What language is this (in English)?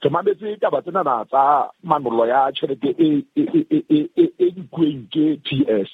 Southern Sotho